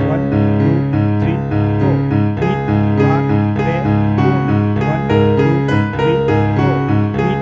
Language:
Santali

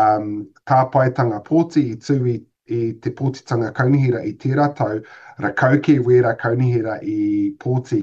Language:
Māori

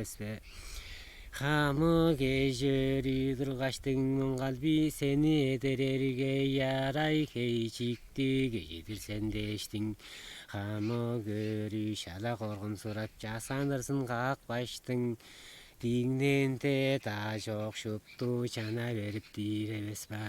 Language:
Tuvinian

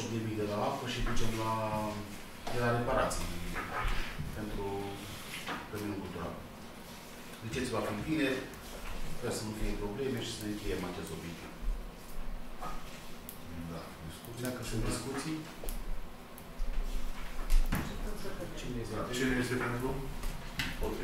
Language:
Romanian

